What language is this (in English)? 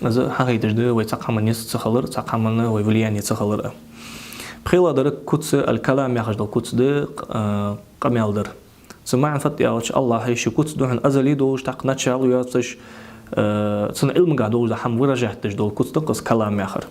Ingush